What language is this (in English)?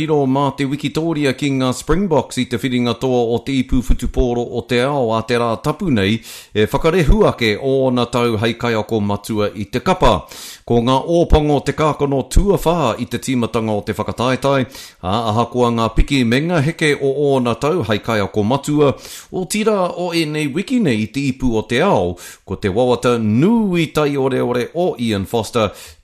Māori